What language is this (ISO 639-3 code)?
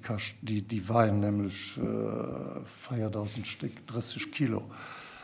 ltz